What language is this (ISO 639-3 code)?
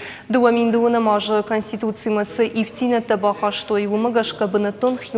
oss